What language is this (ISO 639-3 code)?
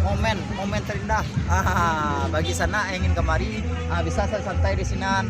min